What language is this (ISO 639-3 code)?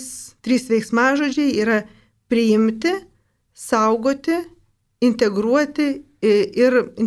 lit